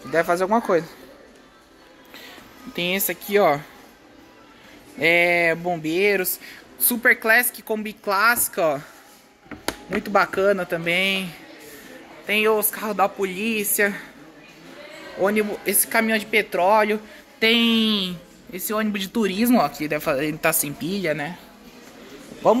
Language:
Portuguese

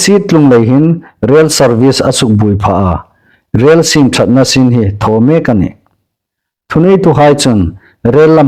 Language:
Hmar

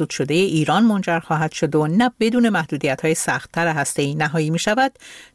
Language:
Persian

